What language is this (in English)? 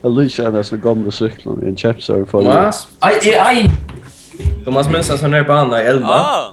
Faroese